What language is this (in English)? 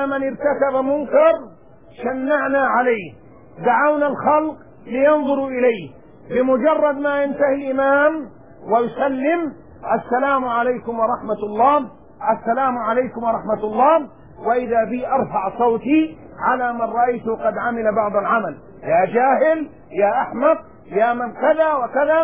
Arabic